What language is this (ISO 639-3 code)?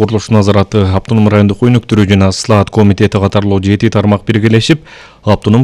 kir